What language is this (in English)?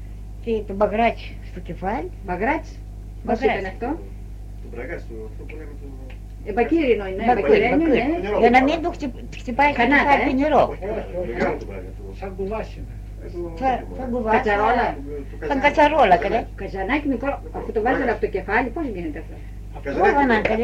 Greek